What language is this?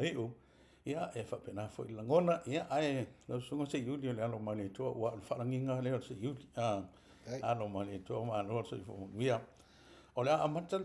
Samoan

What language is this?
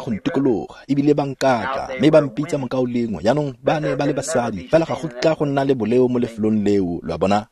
Tswana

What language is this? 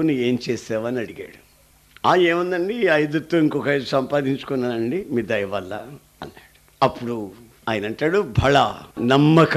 Telugu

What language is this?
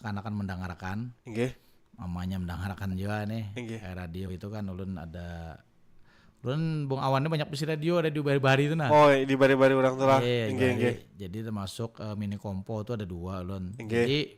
Banjar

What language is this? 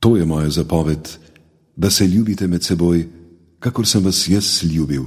Slovenian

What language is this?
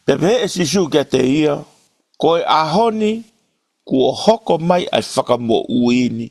Tongan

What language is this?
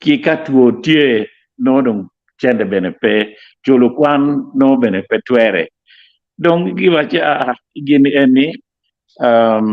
Acoli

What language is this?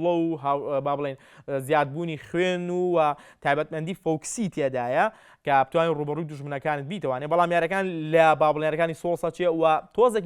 Central Kurdish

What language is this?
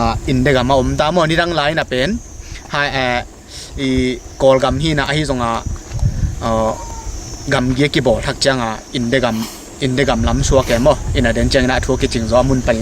Tedim Chin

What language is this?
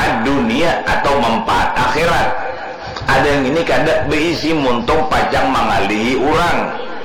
Banjar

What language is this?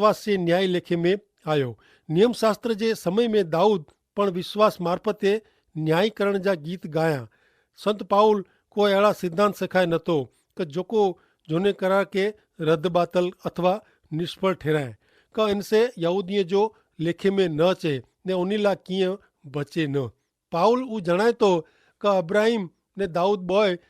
Kachhi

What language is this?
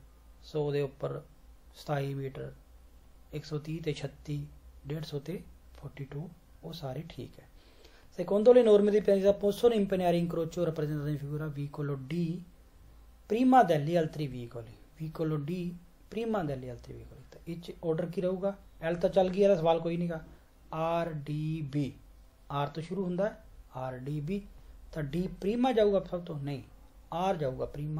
Punjabi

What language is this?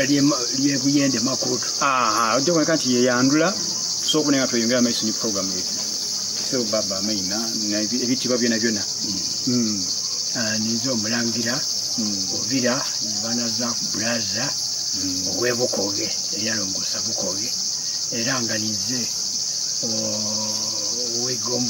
Soga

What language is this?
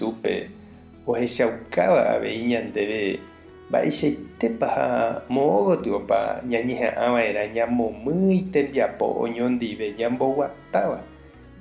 Guarani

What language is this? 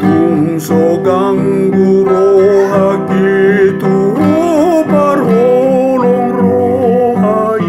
Batak Toba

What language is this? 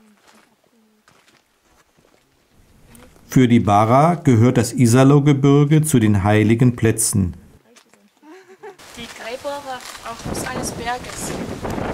German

